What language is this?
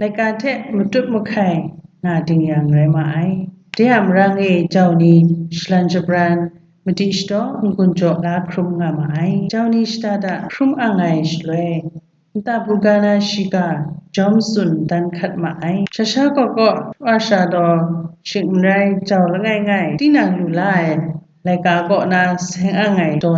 Kachin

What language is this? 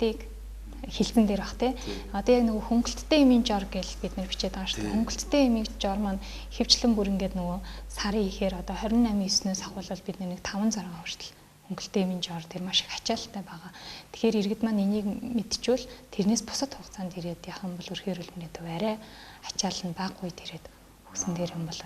Mongolian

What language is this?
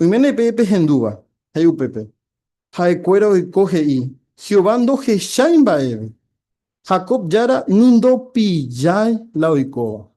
Guarani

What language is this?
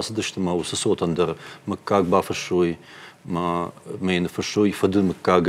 Ossetic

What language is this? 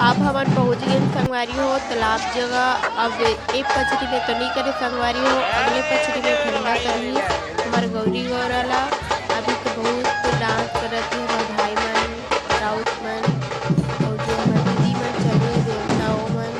Chhattisgarhi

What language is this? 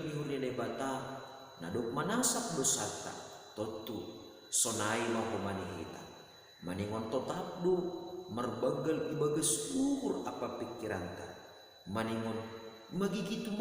Batak Simalungun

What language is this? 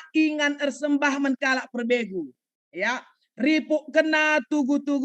Batak Karo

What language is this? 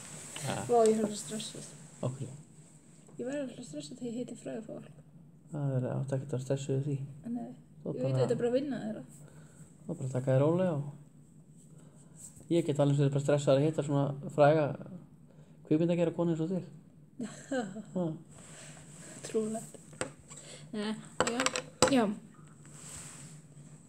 Icelandic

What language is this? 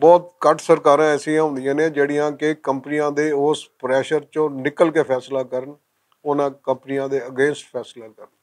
Western Panjabi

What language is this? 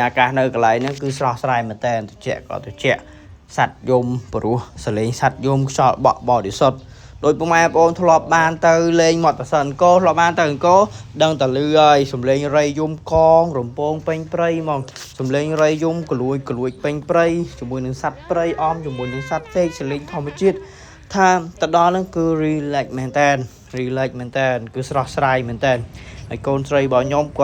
Khmer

